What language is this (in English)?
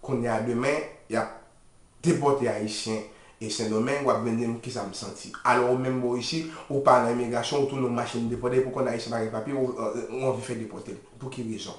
Haitian Creole